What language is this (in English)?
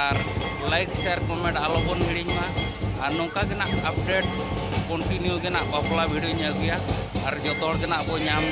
Santali